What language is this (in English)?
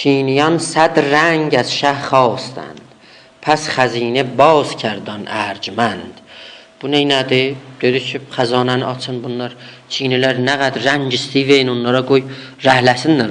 South Azerbaijani